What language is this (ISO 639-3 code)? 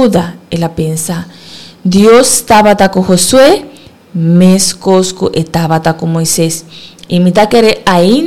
pap